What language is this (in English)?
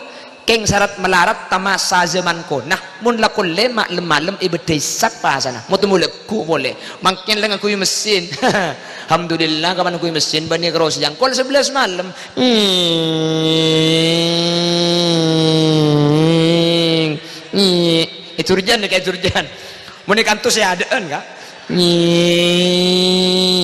Madurese